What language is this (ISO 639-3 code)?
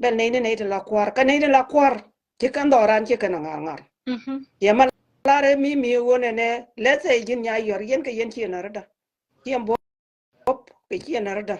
nus